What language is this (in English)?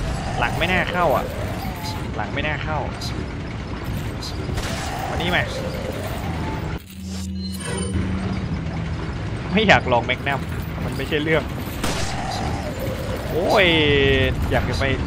Thai